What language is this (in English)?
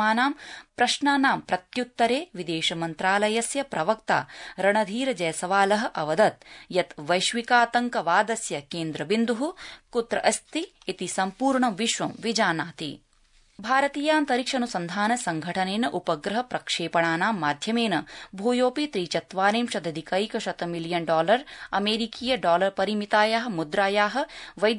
Sanskrit